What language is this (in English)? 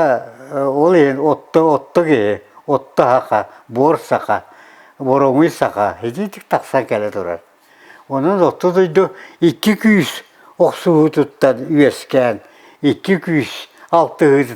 Yakut